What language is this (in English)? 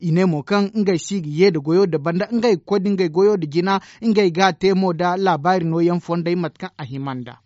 Zarma